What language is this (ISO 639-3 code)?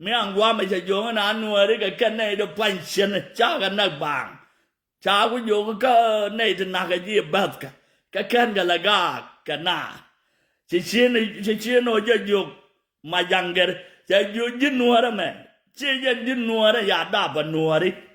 nus